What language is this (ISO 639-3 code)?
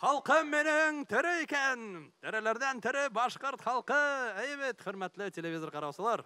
bak